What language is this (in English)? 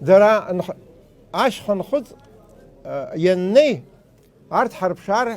Abkhazian